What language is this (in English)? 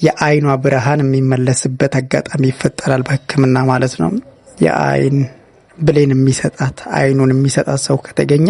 Amharic